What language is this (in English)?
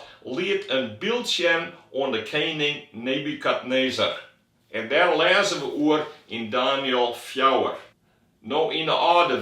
Western Frisian